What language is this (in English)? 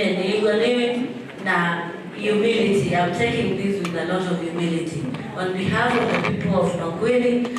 Kamba